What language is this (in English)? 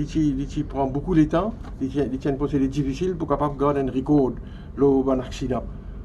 Morisyen